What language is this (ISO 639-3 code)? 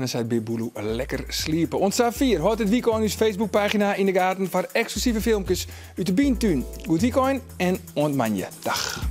fry